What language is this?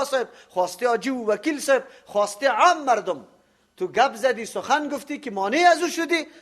Persian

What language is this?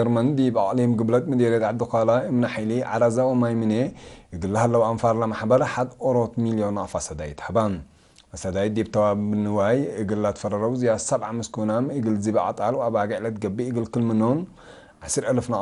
Tigre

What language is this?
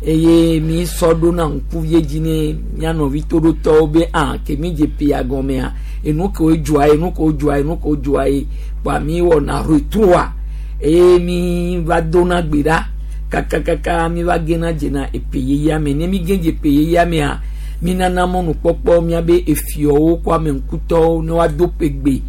Gen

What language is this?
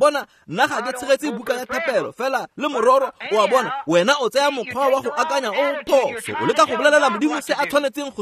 Tswana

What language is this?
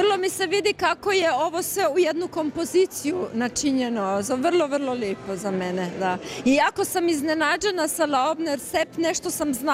Croatian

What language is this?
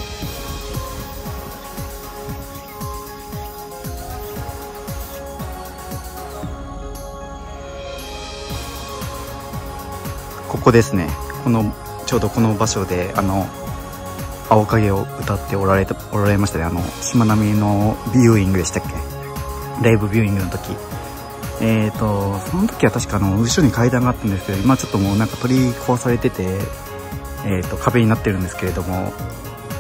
Japanese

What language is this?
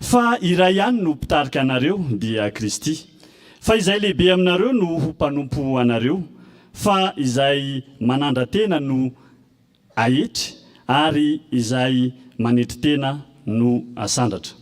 Malagasy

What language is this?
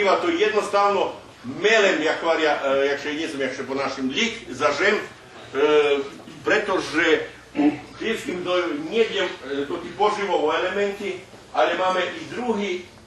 Rusyn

